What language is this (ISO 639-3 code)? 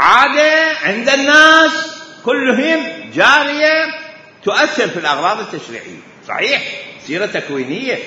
acm